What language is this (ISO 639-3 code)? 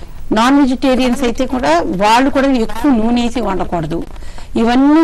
tel